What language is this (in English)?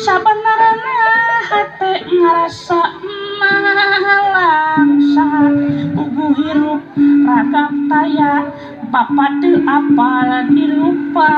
Sundanese